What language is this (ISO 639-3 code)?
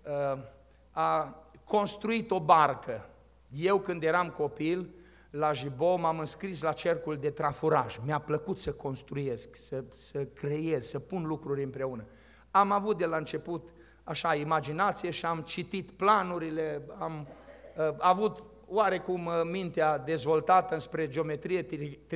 ron